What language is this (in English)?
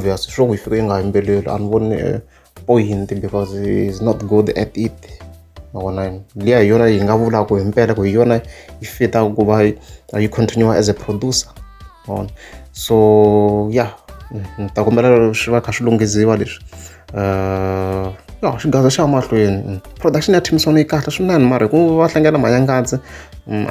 Tsonga